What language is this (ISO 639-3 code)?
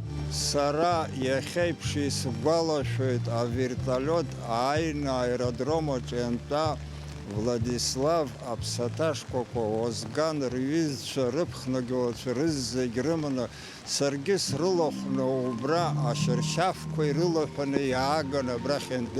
abk